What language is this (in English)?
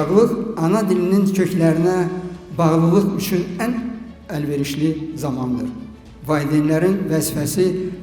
Azerbaijani